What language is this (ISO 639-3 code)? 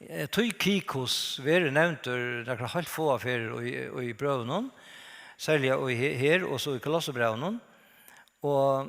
fao